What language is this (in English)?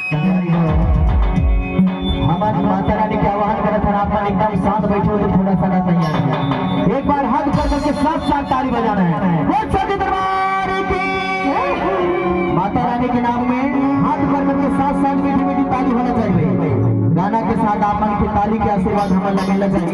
Chhattisgarhi